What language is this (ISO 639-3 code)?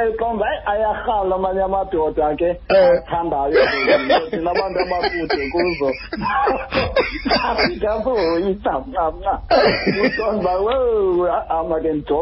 xho